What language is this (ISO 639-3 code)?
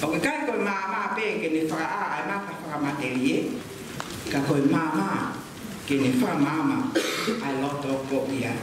ton